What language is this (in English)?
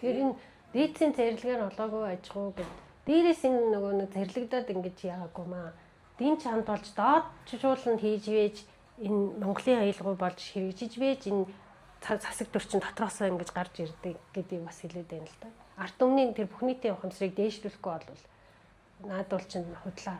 Mongolian